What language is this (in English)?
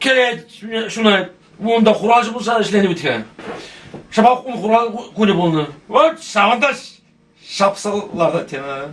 Chuvash